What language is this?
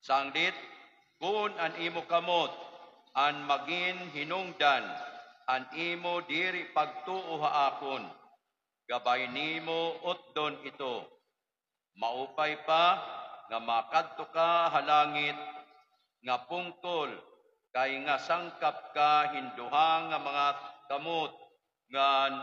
Waray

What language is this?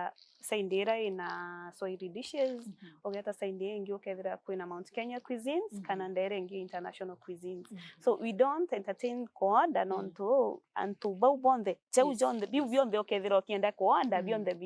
Meru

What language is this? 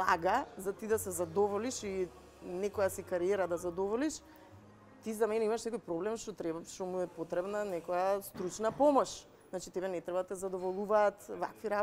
Macedonian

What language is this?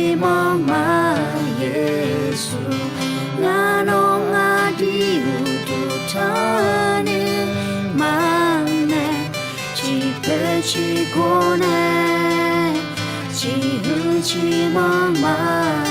Akha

